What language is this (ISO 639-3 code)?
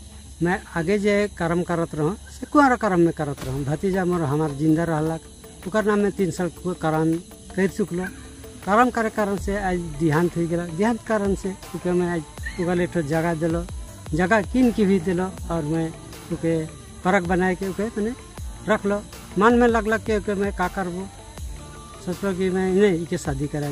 sck